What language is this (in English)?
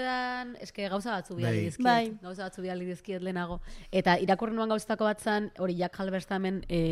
Basque